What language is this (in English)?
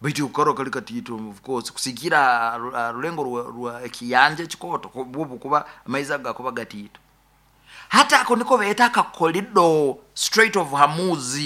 Nyoro